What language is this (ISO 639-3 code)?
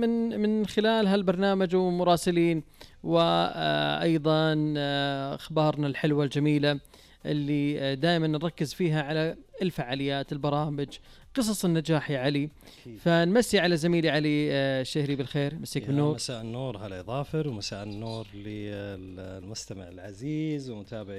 ars